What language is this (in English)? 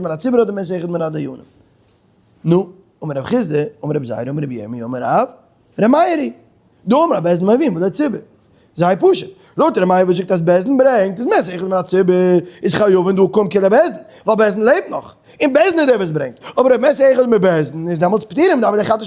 Yiddish